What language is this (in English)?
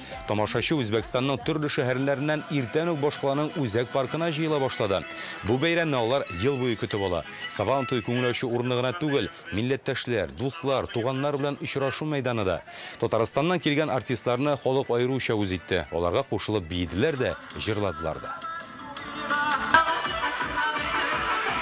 Tatar